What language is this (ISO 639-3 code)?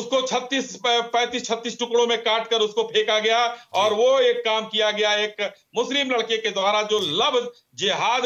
hin